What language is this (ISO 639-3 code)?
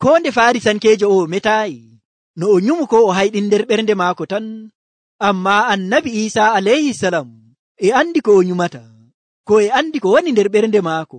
fuv